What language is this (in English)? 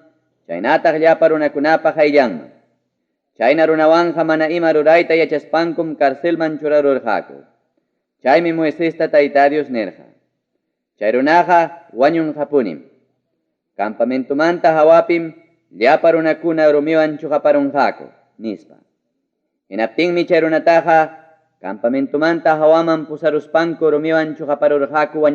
Ayacucho Quechua